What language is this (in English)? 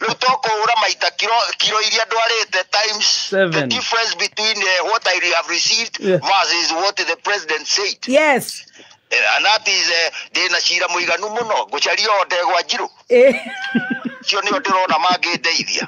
Kikuyu